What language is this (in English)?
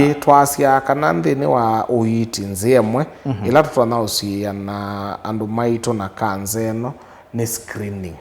Kamba